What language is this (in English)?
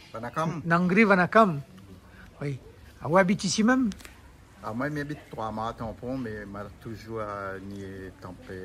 Réunion Creole French